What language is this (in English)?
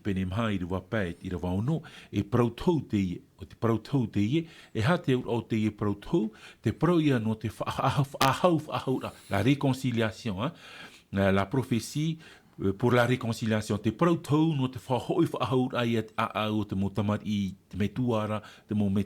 Tahitian